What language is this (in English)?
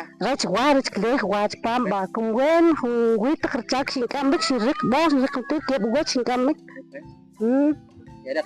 Kʼicheʼ